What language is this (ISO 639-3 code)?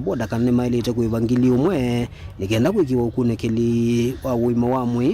kam